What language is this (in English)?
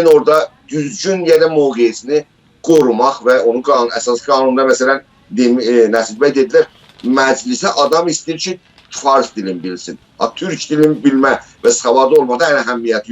South Azerbaijani